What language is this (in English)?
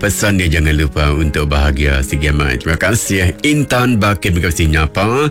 Iban